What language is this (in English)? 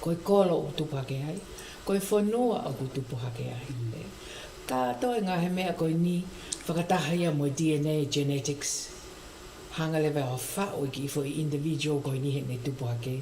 Tongan